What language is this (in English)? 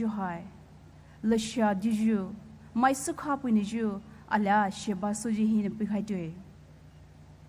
Poumei Naga